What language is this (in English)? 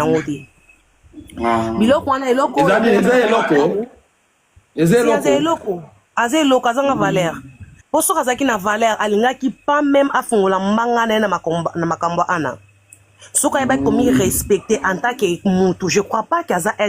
Lingala